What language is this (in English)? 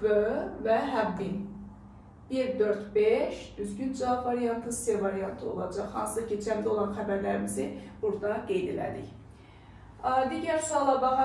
Azerbaijani